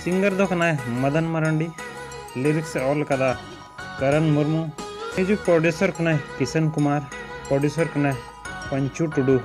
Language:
Santali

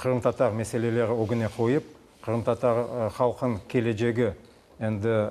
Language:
Crimean Tatar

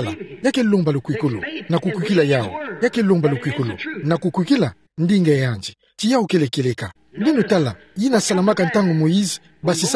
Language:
Kituba (Democratic Republic of Congo)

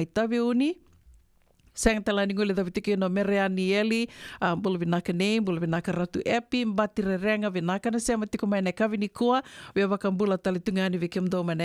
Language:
Fijian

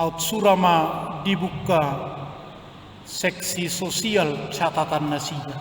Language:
Batak Toba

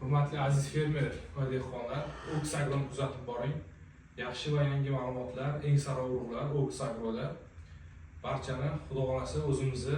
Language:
Uzbek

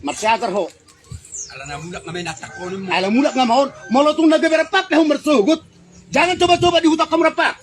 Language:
Batak Toba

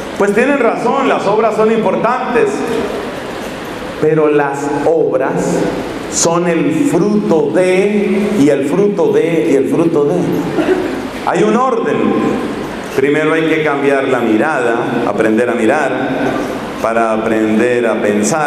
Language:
Spanish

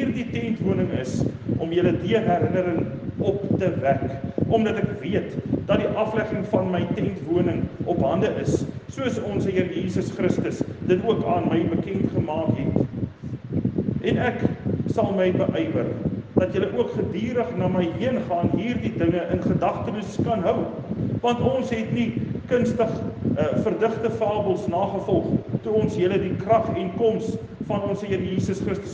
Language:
Afrikaans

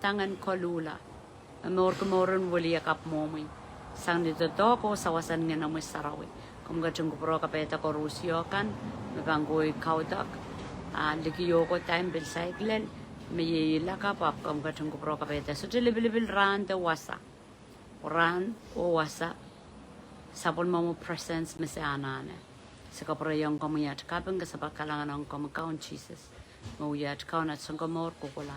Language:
Pohnpeian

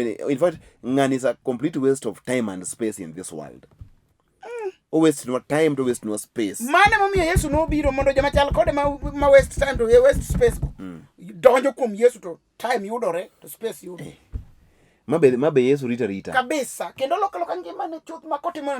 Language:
Luo (Kenya and Tanzania)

